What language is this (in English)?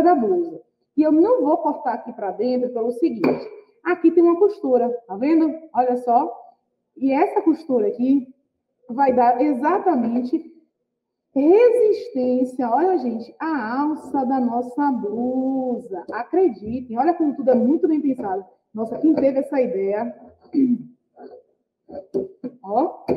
Portuguese